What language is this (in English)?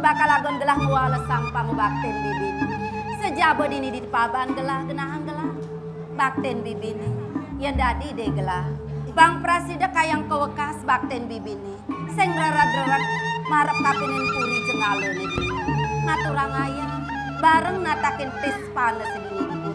Balinese